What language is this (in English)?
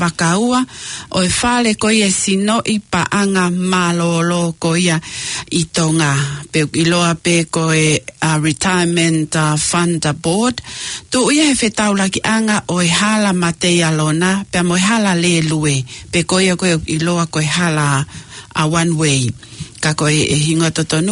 Tongan